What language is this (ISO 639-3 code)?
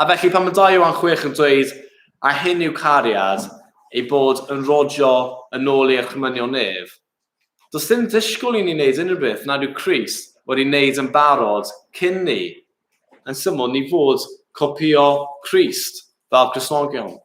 cym